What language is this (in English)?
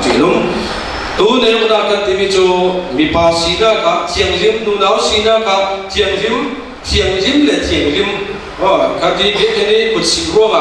Falam Chin